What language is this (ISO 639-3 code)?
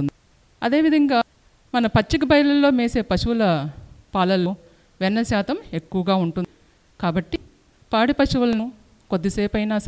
tel